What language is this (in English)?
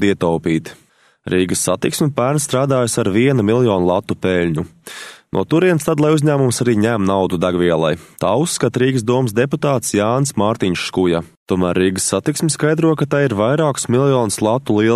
Latvian